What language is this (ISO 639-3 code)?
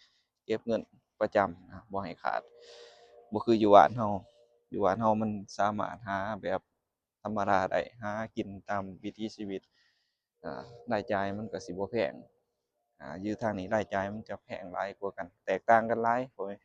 lao